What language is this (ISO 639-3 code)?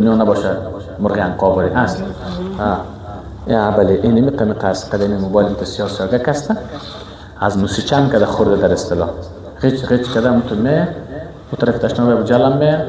fas